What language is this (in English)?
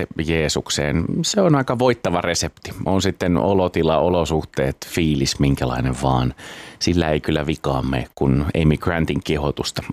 Finnish